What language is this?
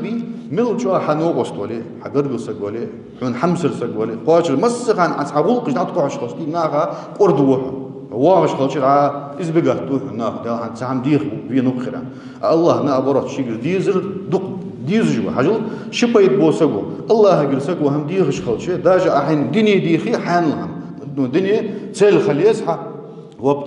Ingush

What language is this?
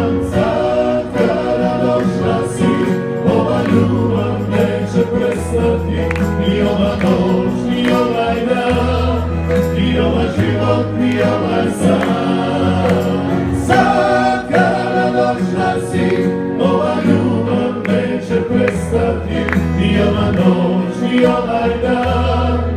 Croatian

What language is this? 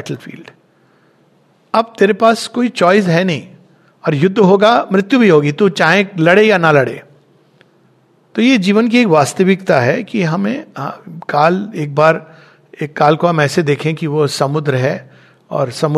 Hindi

